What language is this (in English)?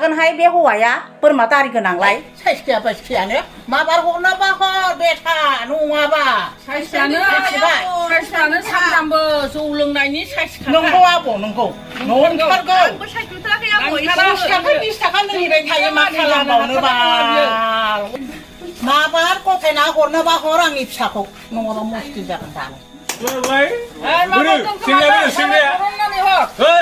Bodo